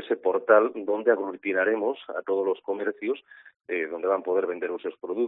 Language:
Galician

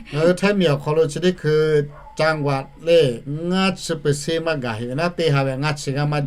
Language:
Lahu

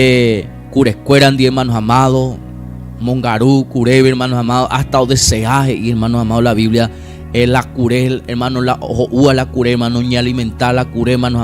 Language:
Guarani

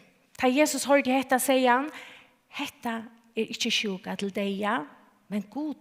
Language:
Faroese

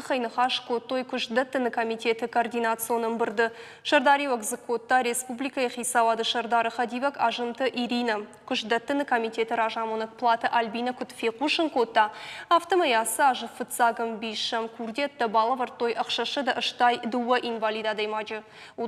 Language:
Ossetic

